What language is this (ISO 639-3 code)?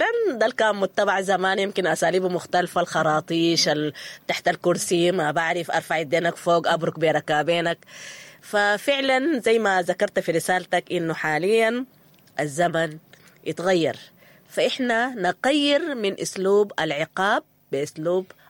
apd